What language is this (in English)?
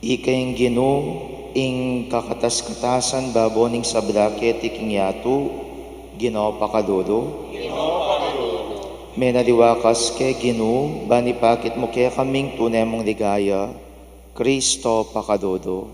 Pampanga